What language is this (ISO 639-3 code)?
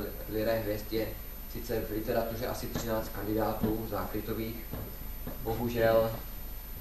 ces